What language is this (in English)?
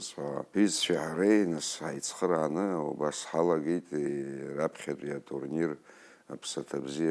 Abkhazian